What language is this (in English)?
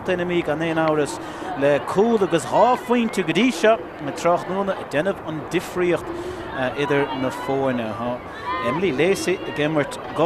Irish